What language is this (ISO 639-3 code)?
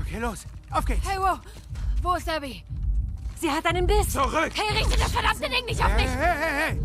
bar